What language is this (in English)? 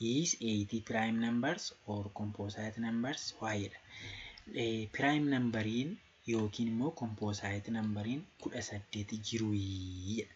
Oromo